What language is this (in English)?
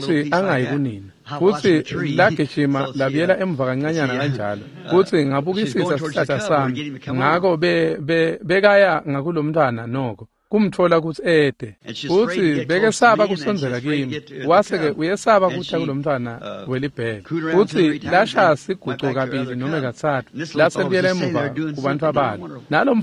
Swati